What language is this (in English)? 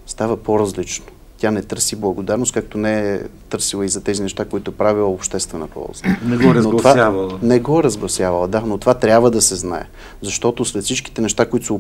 Bulgarian